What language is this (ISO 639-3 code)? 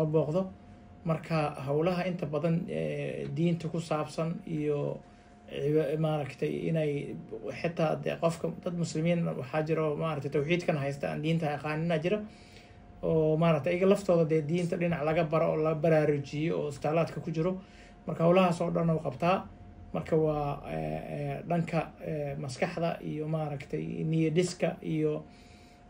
som